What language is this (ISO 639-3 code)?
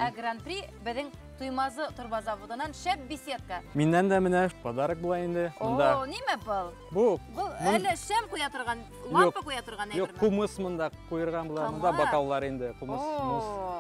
bak